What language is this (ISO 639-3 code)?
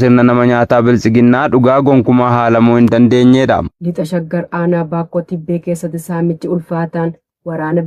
orm